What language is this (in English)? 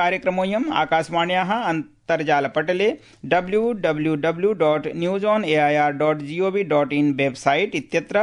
Sanskrit